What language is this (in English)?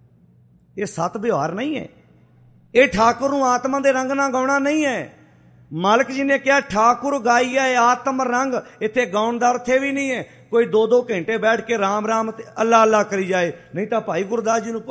Punjabi